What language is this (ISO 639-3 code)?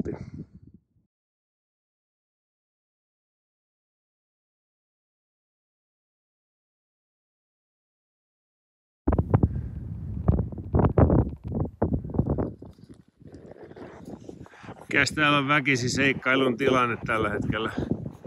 fin